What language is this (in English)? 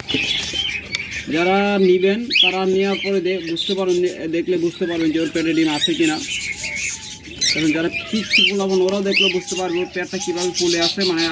Bangla